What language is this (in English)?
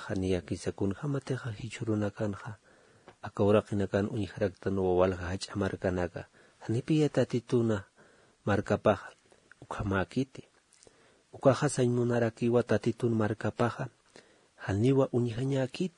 Aymara